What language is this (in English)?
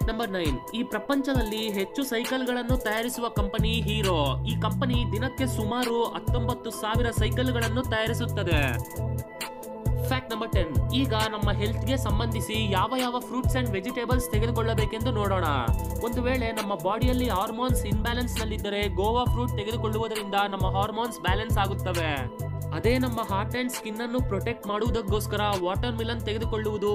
Kannada